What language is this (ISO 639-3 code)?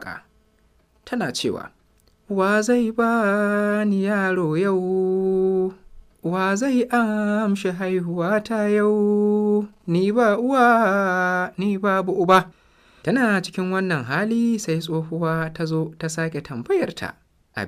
hau